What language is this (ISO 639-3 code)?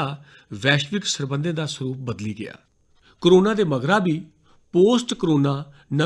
doi